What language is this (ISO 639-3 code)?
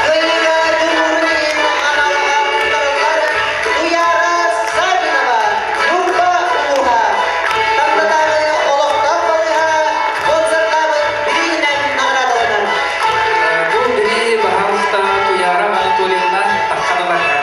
sah